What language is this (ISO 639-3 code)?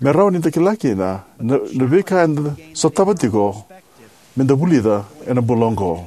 fij